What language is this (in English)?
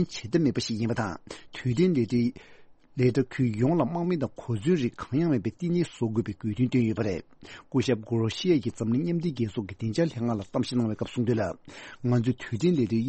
Tibetan